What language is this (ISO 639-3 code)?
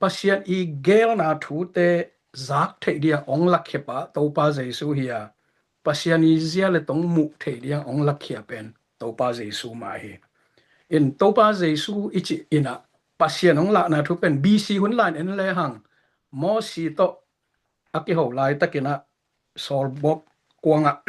ctd